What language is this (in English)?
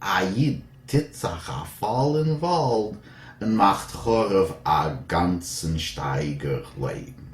Yiddish